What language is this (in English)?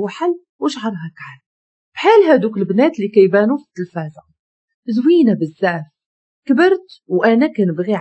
Moroccan Arabic